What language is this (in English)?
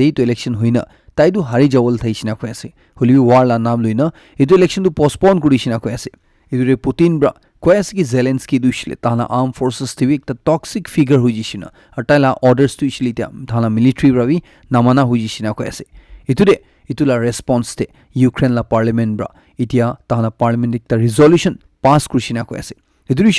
Naga Pidgin